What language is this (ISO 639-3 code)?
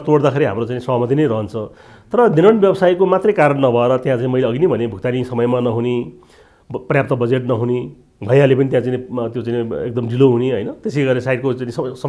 nep